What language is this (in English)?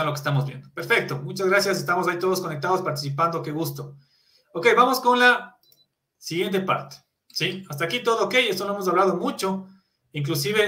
Spanish